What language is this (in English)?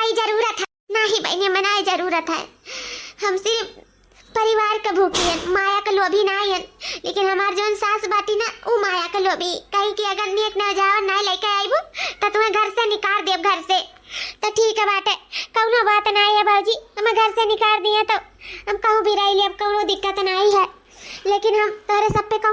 Awadhi